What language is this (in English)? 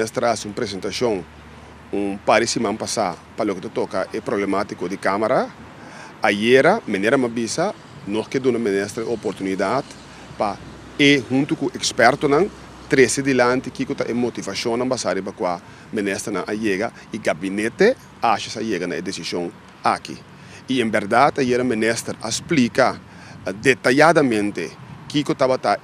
Papiamento